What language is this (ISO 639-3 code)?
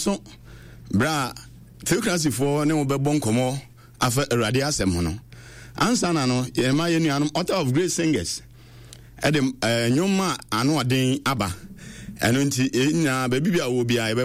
aka